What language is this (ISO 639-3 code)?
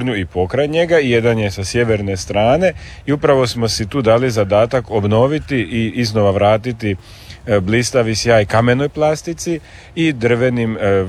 hrv